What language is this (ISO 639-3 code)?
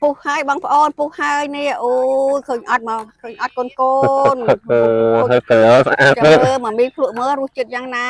khm